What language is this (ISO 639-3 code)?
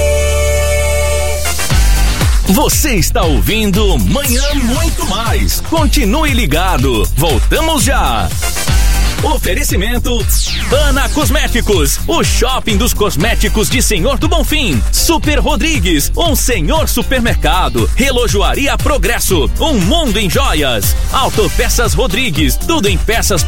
por